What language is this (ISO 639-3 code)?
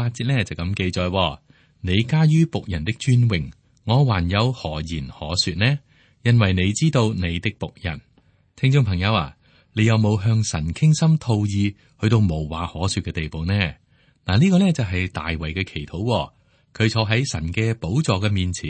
yue